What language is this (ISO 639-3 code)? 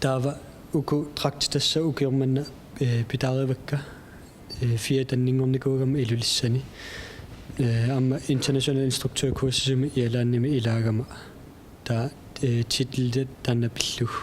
kal